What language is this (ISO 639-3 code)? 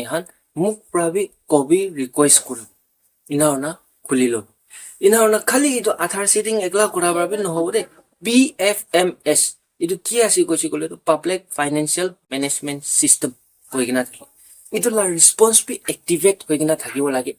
nag